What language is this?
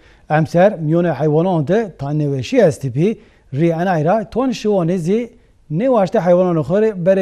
Zaza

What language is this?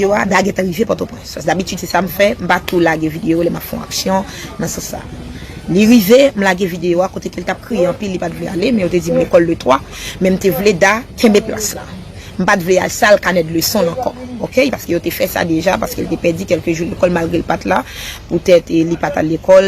Haitian Creole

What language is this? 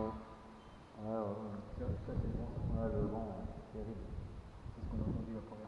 French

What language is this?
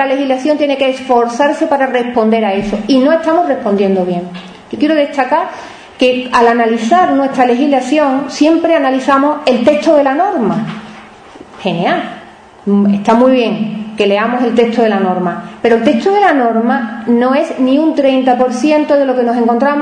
Spanish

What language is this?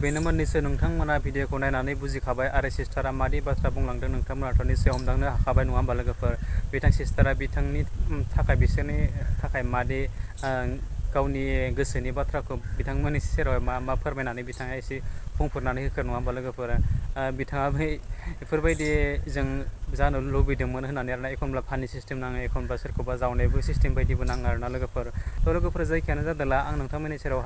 Bodo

